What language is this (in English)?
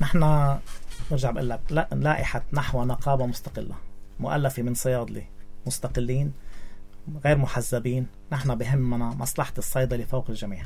North Levantine Arabic